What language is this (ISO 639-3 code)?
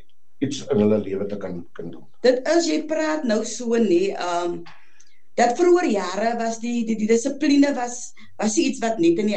afr